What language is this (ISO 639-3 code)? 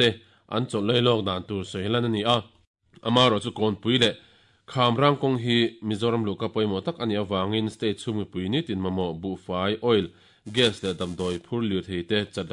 lus